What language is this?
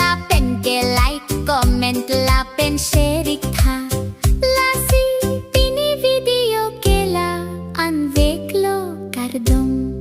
Karbi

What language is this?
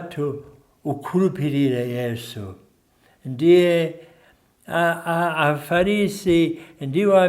Nyanja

